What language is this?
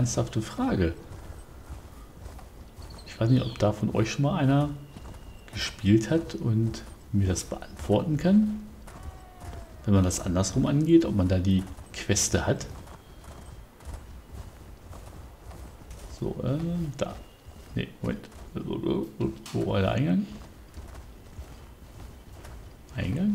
German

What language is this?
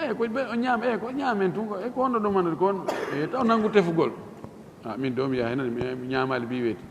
Fula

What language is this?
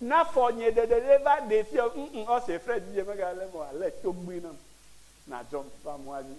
Ewe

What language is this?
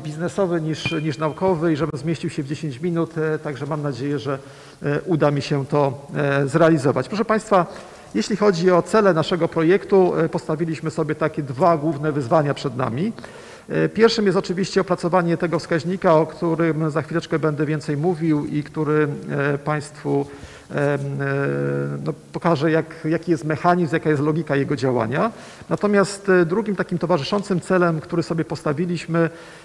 Polish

